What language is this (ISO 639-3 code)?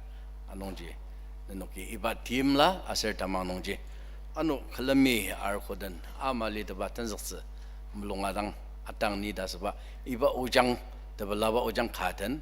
njo